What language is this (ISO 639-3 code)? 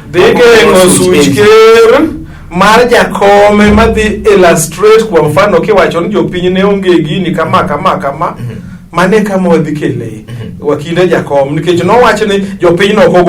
luo